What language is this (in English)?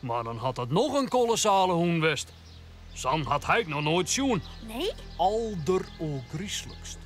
Western Frisian